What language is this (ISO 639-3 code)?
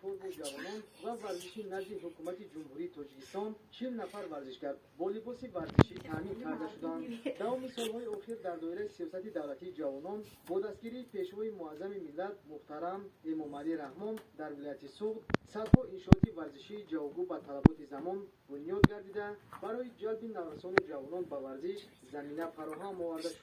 tgk